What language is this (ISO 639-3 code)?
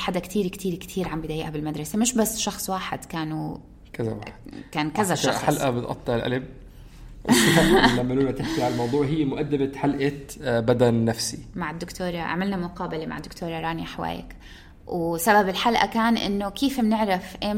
apc